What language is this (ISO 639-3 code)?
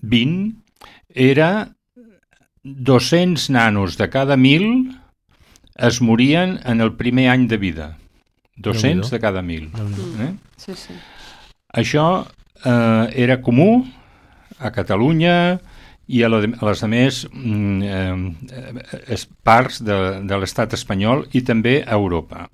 cat